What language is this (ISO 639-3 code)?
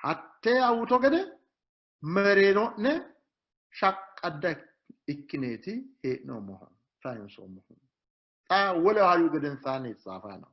sid